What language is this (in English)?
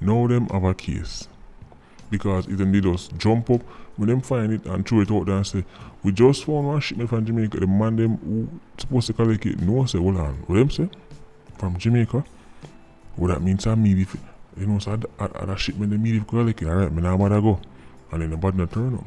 Jamaican Creole English